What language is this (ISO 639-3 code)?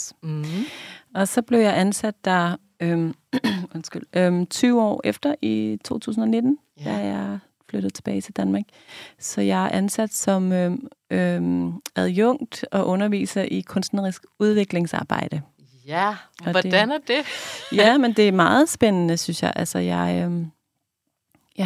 dan